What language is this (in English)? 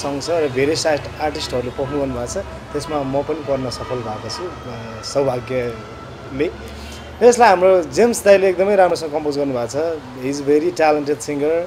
Nepali